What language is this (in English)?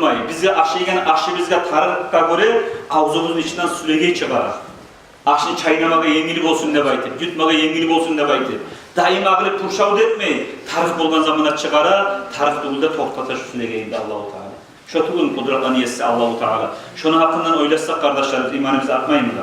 Kumyk